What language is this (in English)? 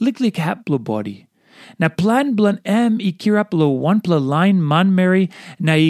Tok Pisin